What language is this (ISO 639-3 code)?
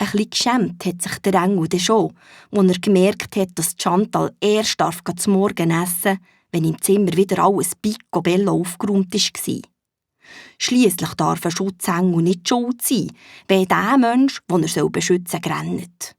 gsw